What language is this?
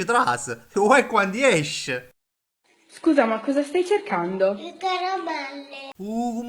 Neapolitan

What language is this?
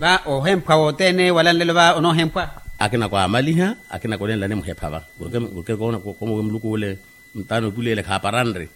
Makhuwa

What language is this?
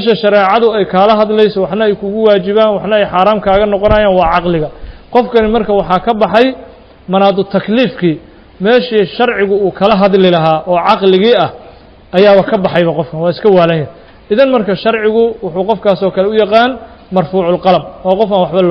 Somali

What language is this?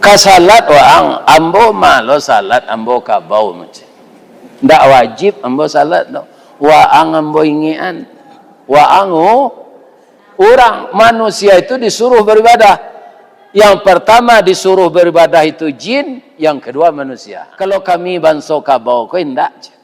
Minangkabau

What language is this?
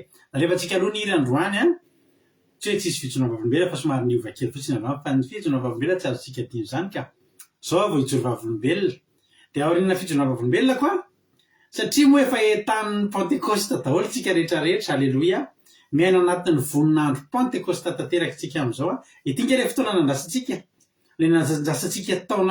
Malagasy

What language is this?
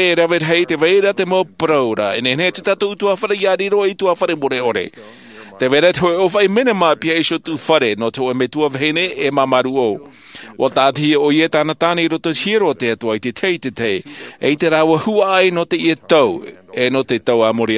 Tahitian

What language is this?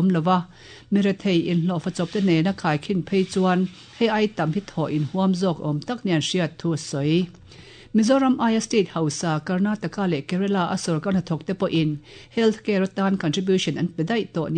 Mizo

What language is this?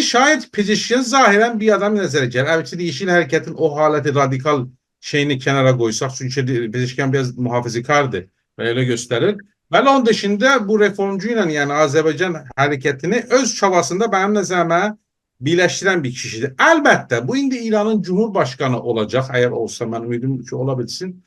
South Azerbaijani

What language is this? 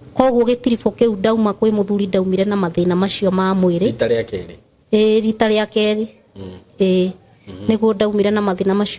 Kikuyu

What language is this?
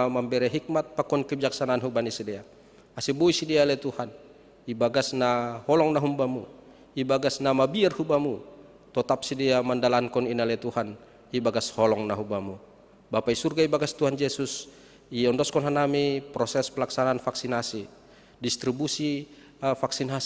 Batak Simalungun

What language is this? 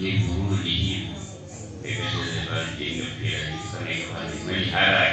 Madurese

